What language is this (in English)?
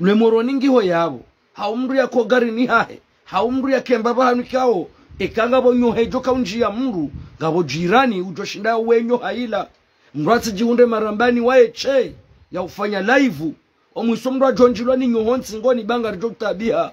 Ngazidja Comorian